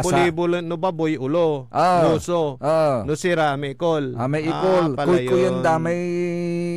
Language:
Pangasinan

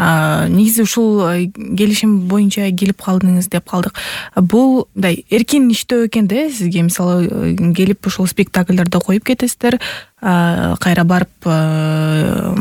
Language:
Kyrgyz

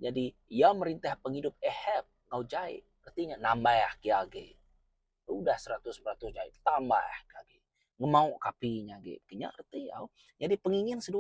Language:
Iban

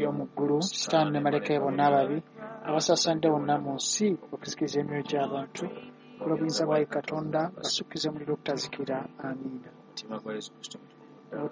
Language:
Ganda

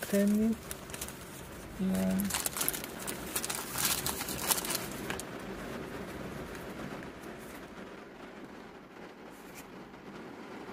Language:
Hungarian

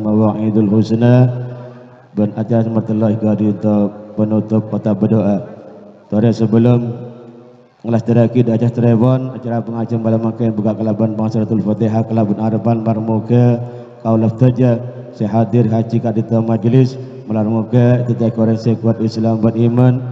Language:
Madurese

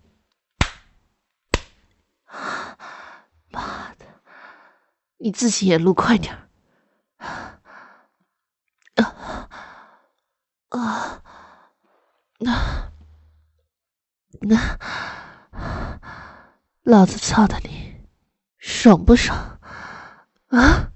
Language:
Chinese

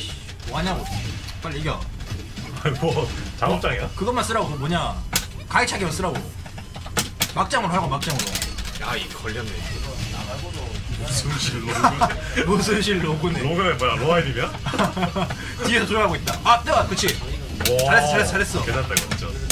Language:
Korean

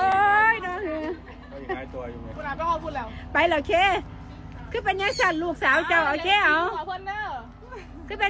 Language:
Northeastern Thai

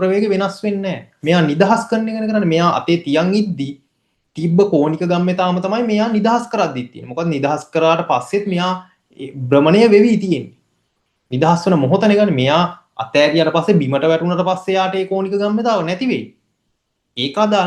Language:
Sinhala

